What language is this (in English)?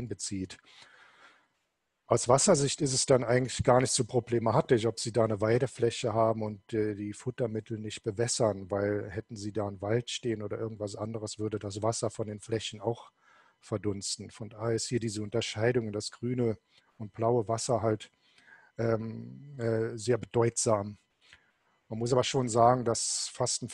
German